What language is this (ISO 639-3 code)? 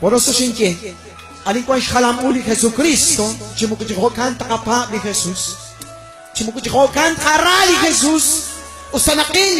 kek